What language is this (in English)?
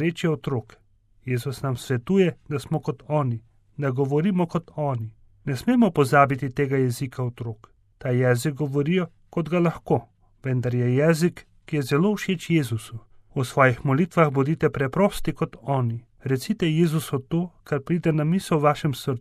Slovenian